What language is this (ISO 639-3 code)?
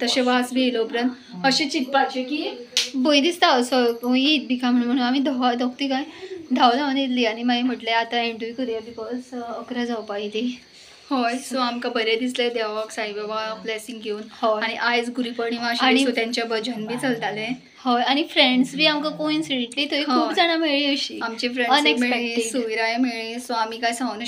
kok